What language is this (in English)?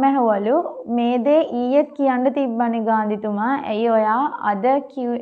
Sinhala